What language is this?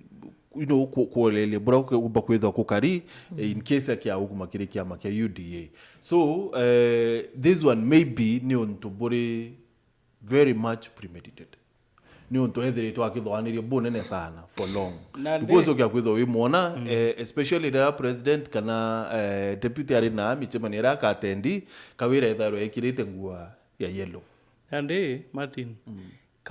Meru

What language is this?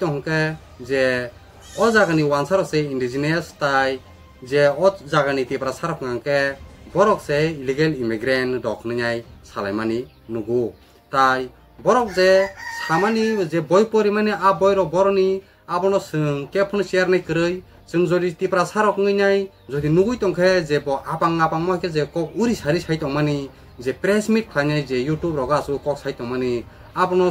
Kok Borok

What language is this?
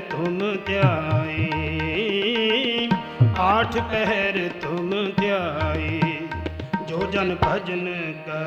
Punjabi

